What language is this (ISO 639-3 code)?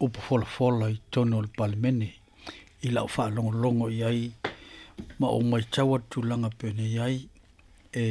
smo